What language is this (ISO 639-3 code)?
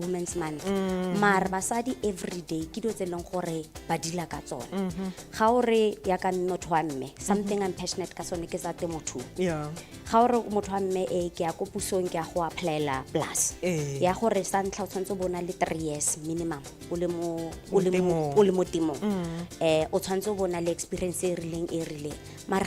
tsn